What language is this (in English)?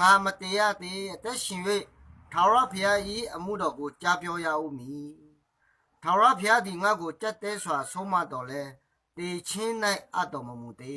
Akha